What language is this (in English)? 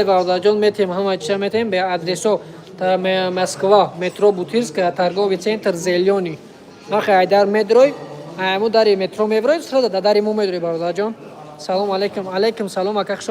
Tajik